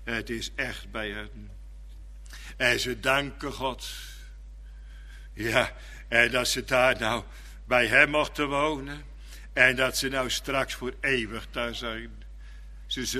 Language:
Dutch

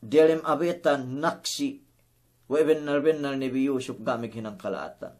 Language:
Yakan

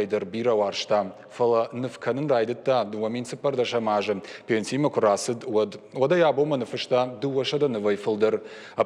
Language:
Ossetic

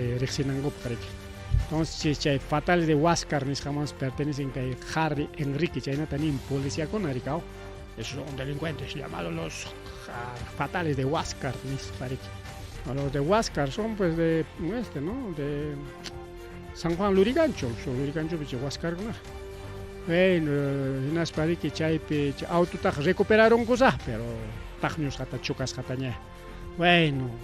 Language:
Ayacucho Quechua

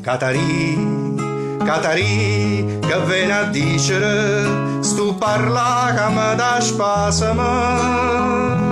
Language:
Neapolitan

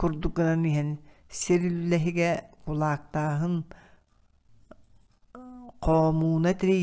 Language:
Yakut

